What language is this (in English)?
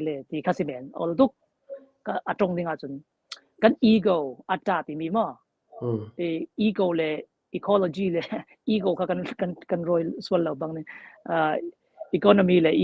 Falam Chin